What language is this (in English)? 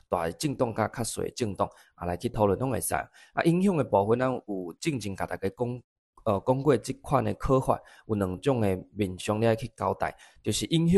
Min Nan Chinese